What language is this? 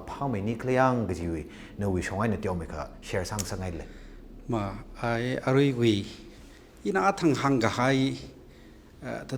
Tangkhul Naga (India)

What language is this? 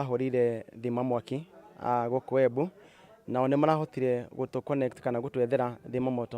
Meru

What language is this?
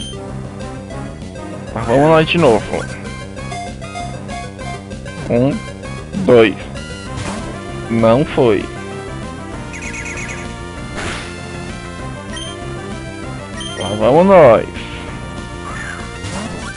Portuguese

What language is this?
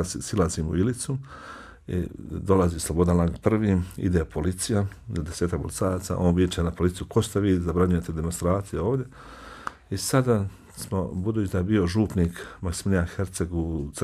Bosnian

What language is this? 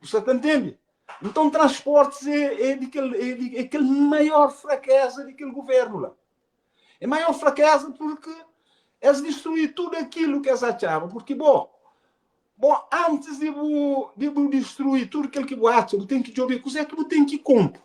Kabuverdianu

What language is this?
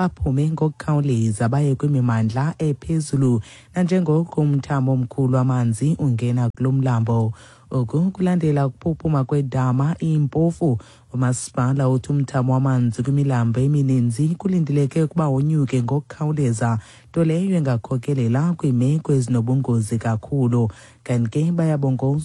Xhosa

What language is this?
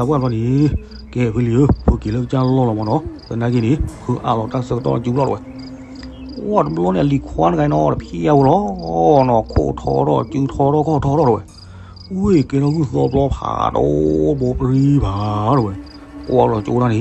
S'gaw Karen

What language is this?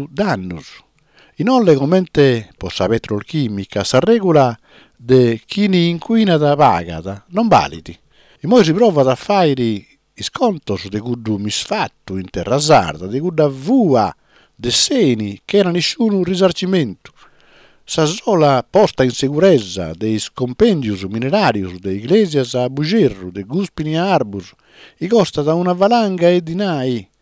Sardinian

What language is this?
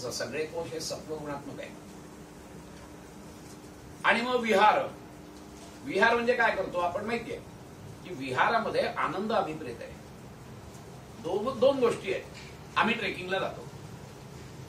Marathi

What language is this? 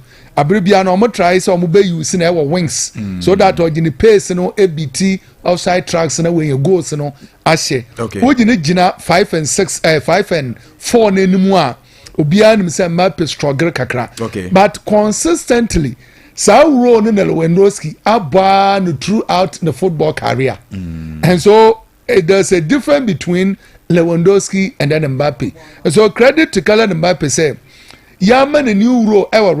Akan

